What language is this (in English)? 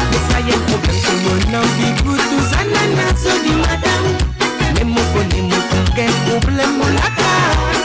Morisyen